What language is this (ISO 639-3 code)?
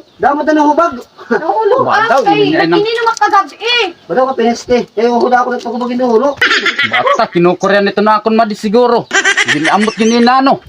war